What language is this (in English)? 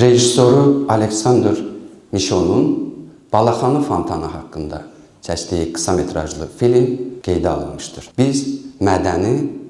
Azerbaijani